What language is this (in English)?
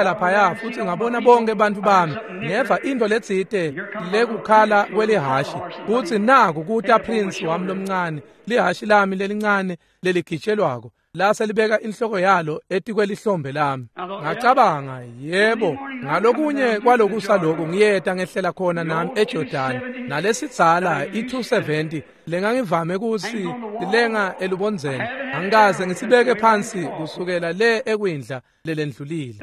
Swati